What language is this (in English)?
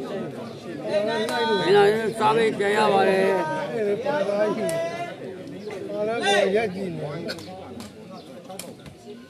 Burmese